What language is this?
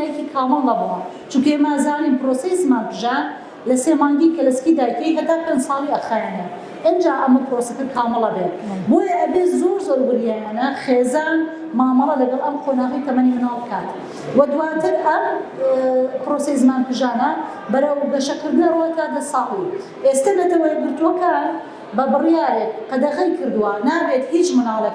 Central Kurdish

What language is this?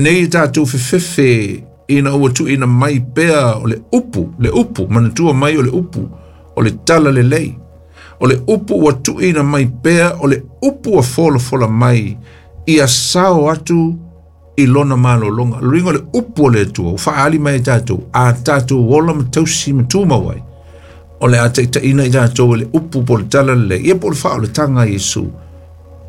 Samoan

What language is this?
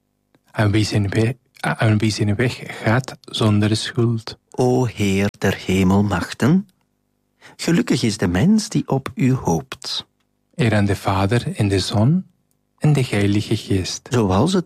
Dutch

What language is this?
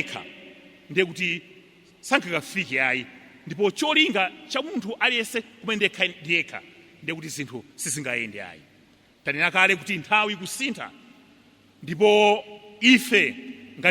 Nyanja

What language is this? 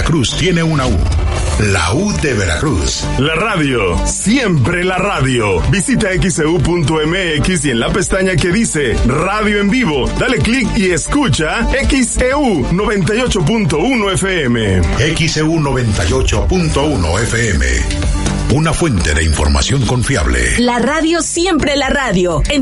Spanish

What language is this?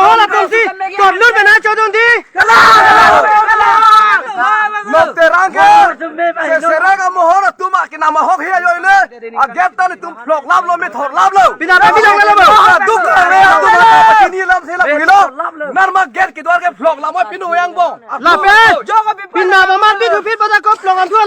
Karbi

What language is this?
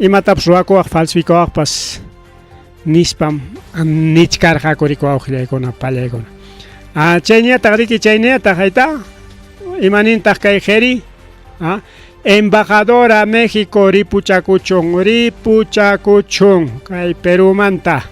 Ayacucho Quechua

